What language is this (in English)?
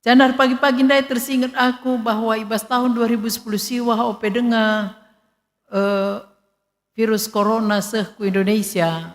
Batak Karo